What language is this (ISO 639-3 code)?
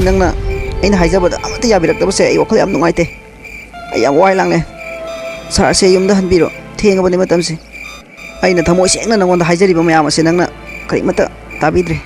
mni